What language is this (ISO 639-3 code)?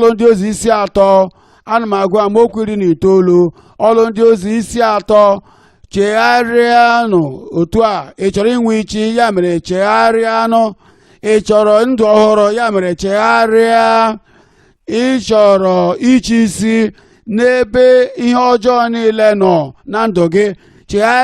ibo